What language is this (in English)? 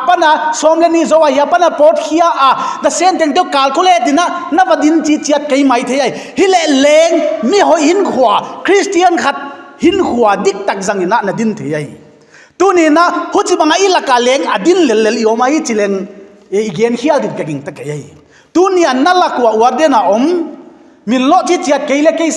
Paite Chin